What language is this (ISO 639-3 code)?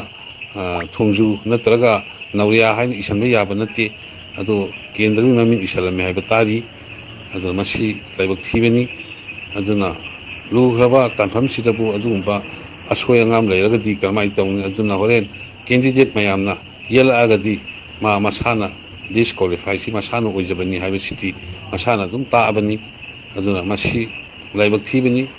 mni